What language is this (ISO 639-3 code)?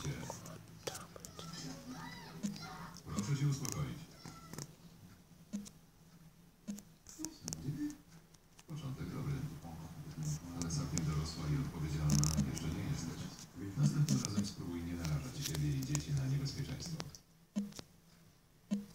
pol